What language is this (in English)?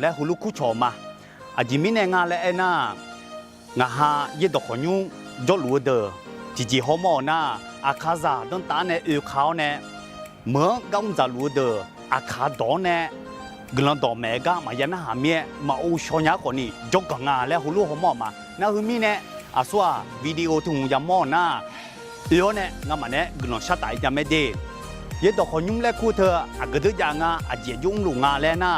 Akha